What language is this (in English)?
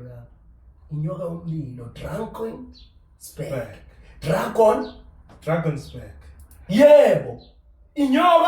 Zulu